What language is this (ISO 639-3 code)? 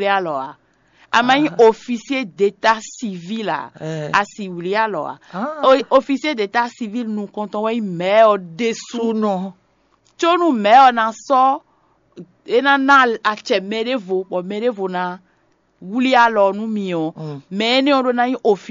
fon